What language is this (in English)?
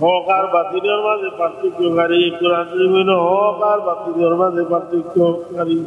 Sylheti